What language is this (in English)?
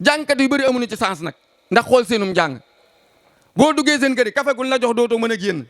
Wolof